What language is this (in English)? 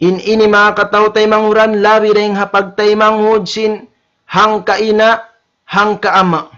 Tausug